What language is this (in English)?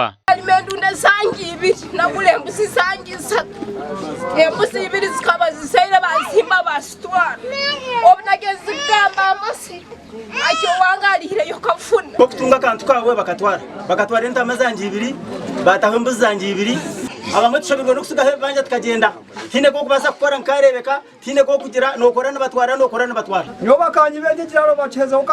Nyankole